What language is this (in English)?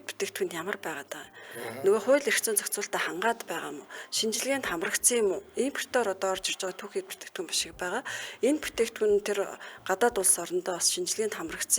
Mongolian